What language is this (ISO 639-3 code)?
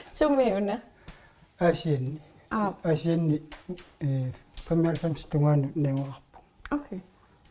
kal